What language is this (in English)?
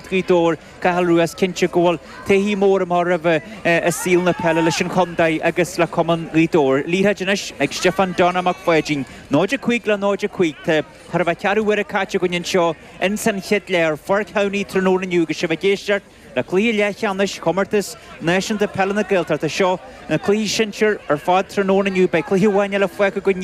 Irish